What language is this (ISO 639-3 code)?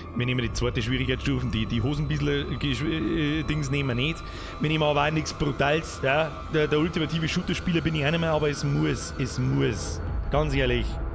bar